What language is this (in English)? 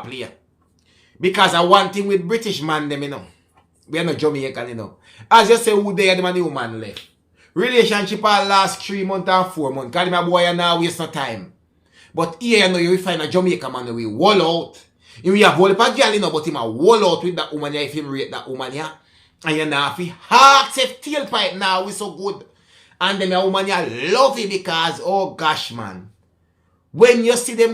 Jamaican Creole English